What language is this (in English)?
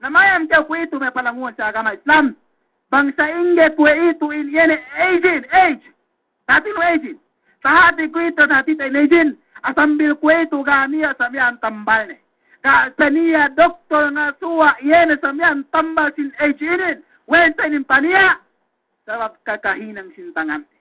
Yakan